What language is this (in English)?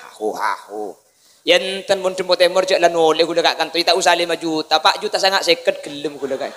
Madurese